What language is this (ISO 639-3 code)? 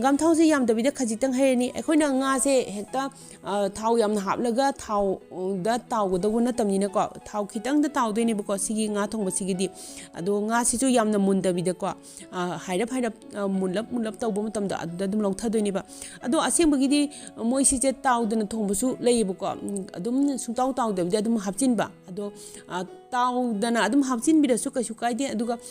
mni